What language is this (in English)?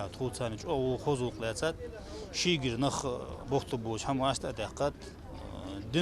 Ingush